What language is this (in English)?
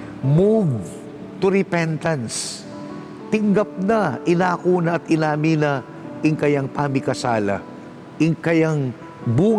Pampanga